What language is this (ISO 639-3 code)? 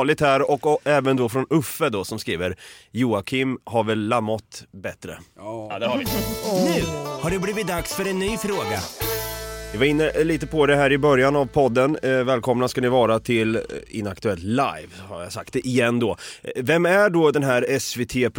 swe